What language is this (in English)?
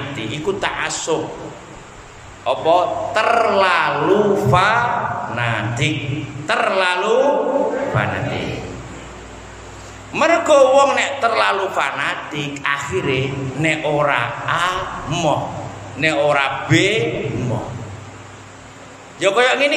Javanese